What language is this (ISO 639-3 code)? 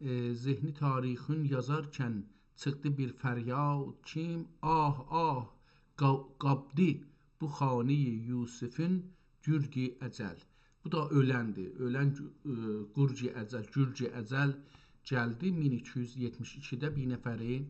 azb